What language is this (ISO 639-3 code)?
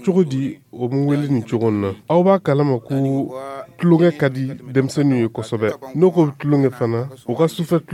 dyu